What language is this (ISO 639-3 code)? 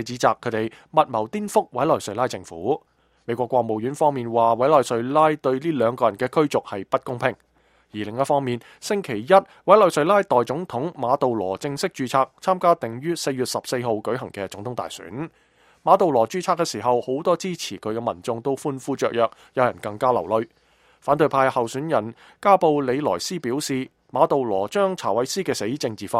yue